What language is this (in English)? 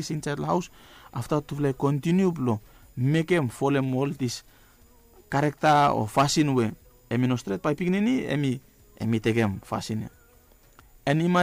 Bislama